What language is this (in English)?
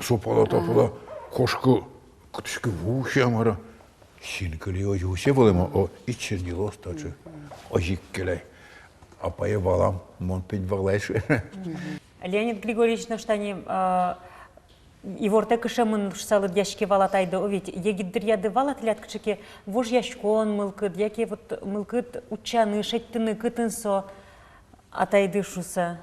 Udmurt